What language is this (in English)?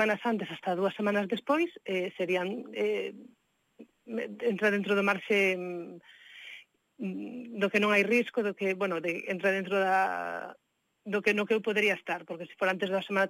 Galician